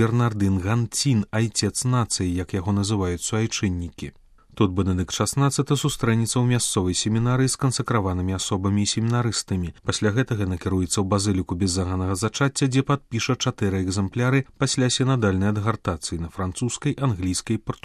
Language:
Belarusian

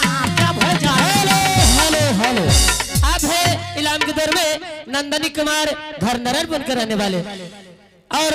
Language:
Angika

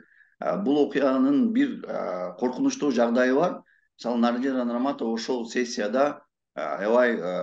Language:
Kyrgyz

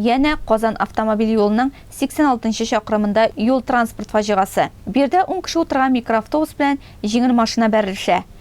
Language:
Tatar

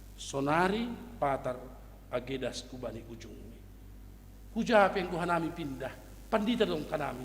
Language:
Batak Simalungun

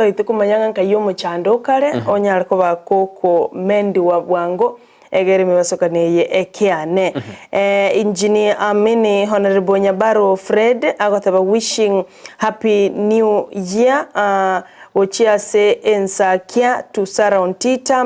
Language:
Gusii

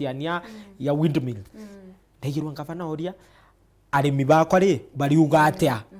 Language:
Meru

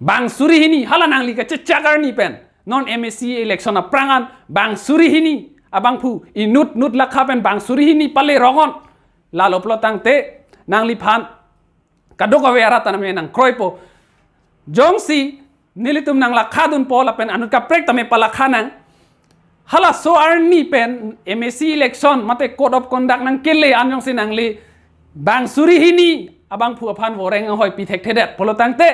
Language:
Karbi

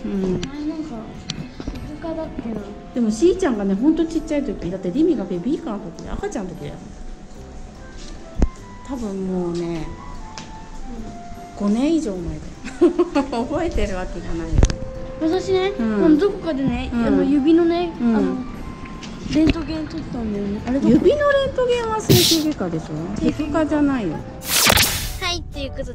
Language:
Japanese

